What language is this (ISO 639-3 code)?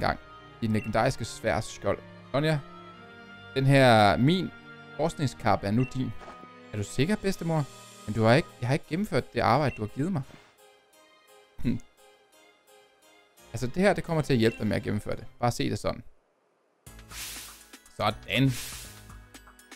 dan